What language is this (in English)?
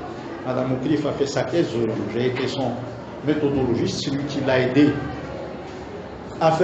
French